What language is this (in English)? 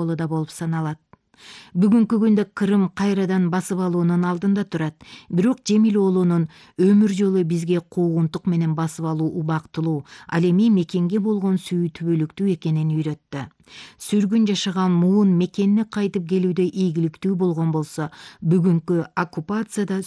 Kyrgyz